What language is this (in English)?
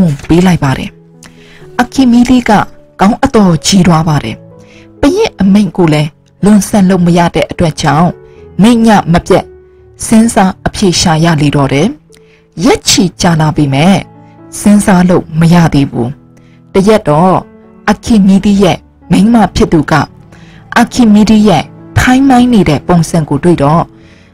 Burmese